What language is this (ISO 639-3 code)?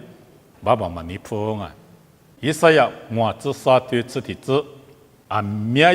lis